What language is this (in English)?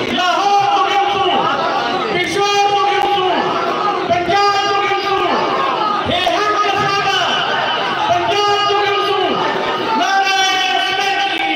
Saraiki